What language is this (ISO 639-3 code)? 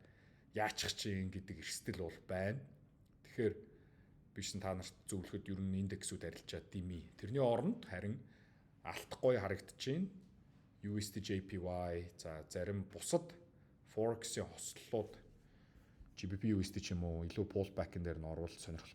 mon